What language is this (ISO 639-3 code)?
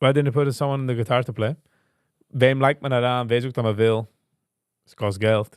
yid